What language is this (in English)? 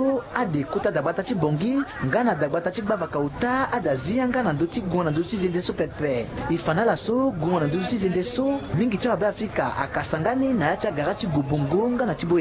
Sango